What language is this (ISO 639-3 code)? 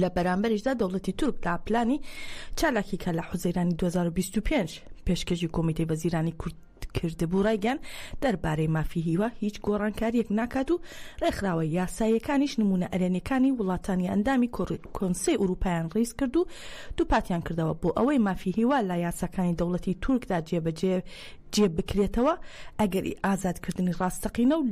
ckb